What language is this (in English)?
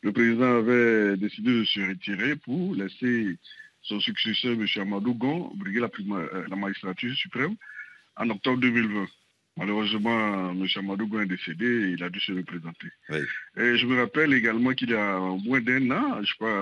French